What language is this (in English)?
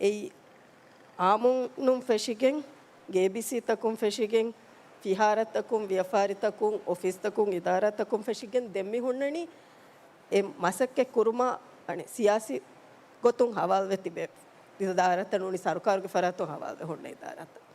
Divehi